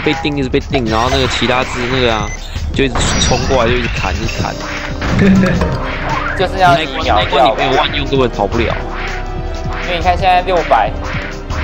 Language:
Chinese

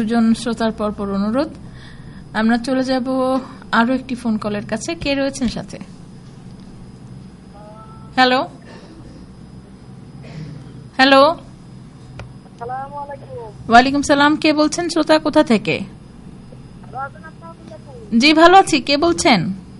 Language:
Bangla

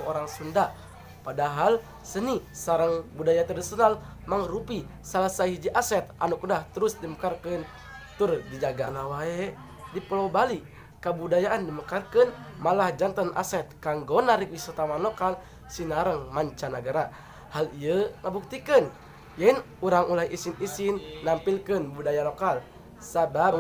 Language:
Sundanese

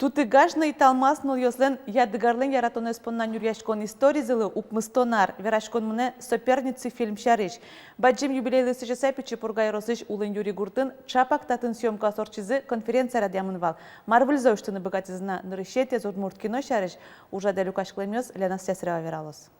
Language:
Udmurt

